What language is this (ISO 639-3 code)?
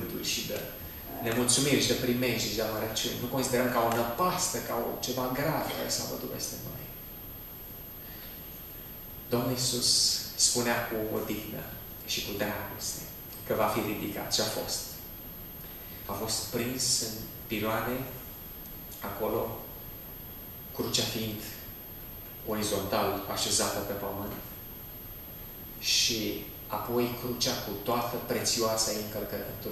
ron